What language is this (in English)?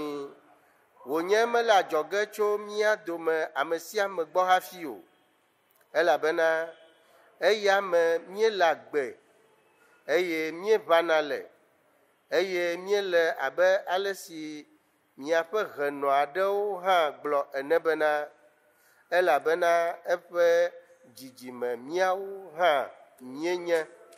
Ewe